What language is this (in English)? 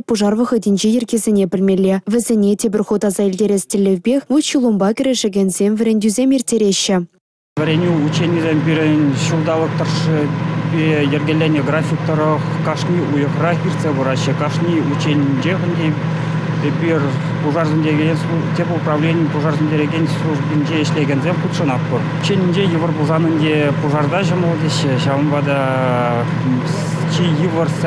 Chuvash